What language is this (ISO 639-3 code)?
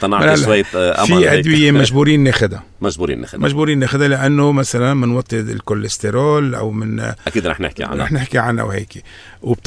apc